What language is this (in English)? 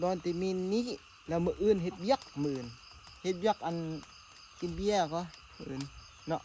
Lao